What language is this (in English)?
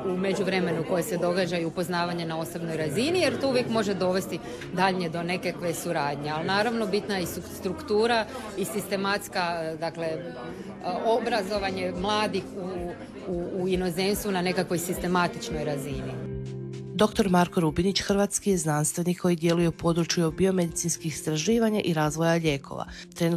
Croatian